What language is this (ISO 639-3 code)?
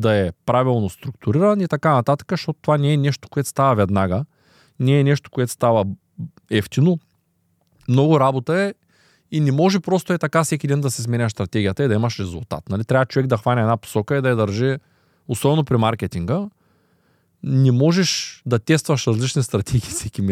bul